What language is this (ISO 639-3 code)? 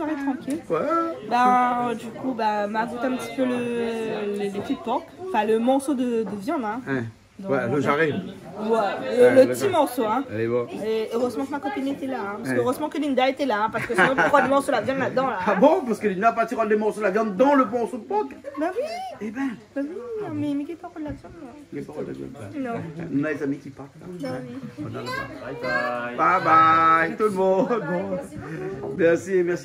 rcf